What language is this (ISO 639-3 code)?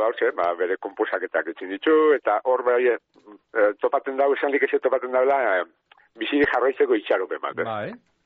eus